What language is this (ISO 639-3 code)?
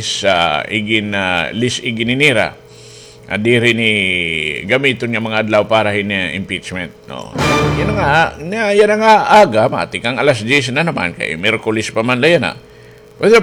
war